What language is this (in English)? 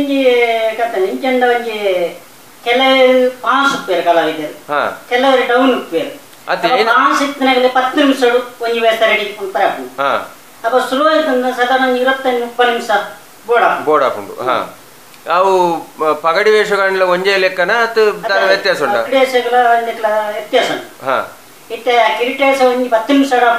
Tulu